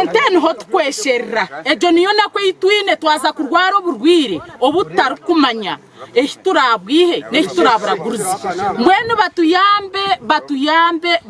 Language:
Nyankole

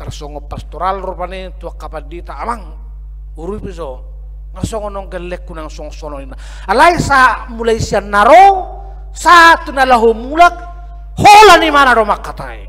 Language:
Batak Toba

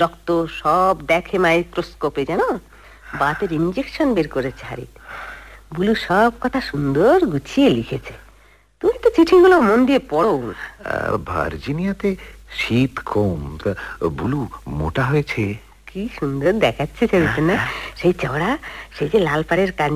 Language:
Bangla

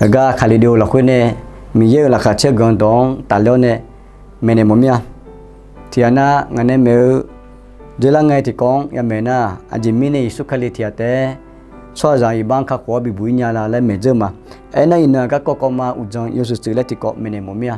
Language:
Akha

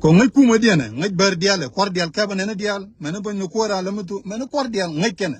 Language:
Nuer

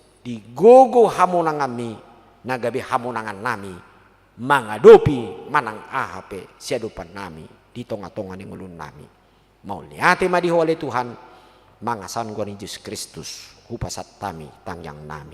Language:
Batak Toba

